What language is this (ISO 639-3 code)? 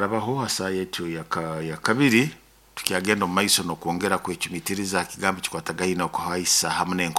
nyo